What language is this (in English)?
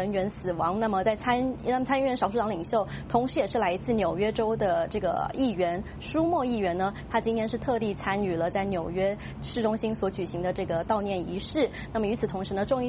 Chinese